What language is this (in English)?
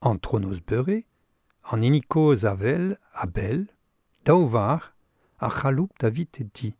Breton